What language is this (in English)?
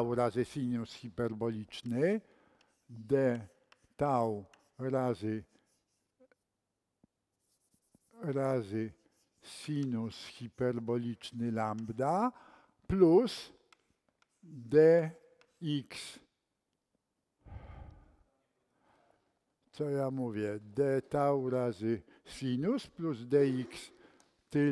Polish